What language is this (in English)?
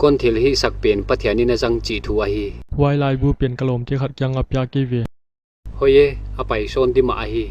Paite Chin